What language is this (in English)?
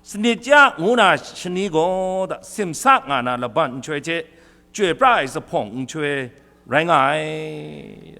Kachin